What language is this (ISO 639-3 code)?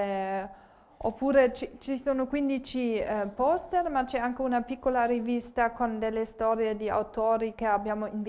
ita